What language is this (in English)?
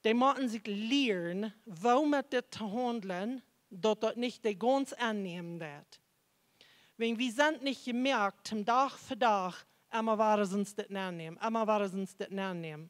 Plautdietsch